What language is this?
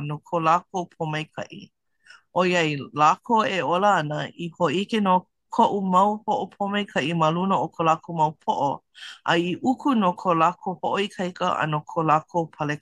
Hawaiian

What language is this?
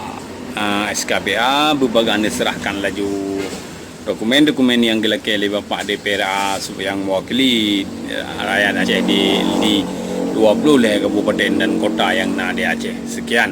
Achinese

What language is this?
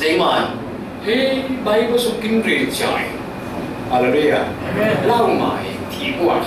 Falam Chin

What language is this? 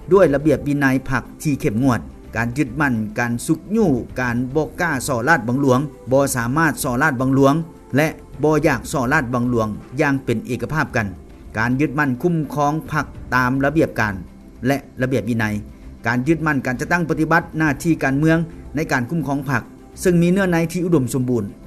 Lao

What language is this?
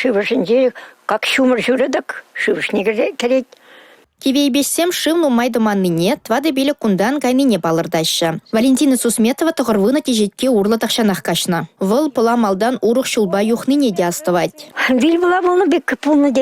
Chuvash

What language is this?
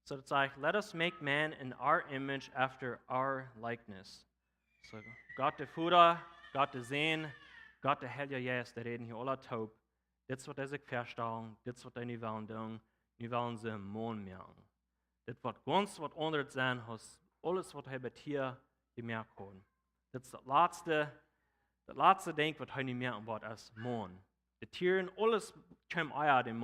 Plautdietsch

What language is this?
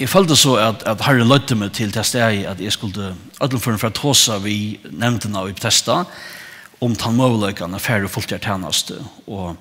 Faroese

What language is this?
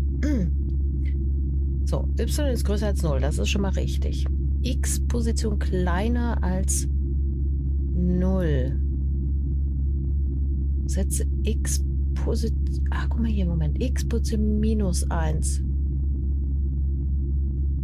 German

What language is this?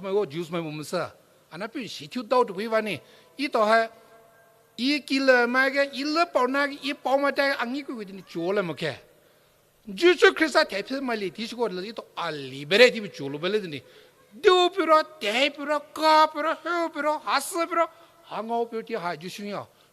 Poumei Naga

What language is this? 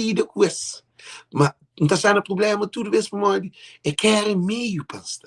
Kabuverdianu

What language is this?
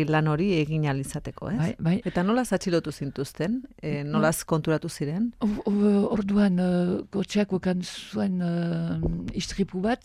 Basque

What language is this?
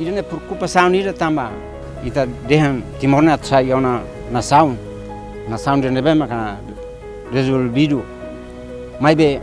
Tetum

